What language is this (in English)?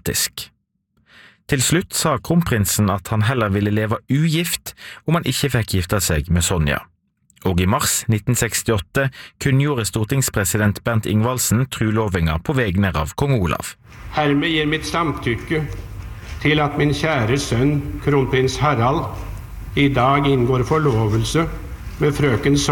Norwegian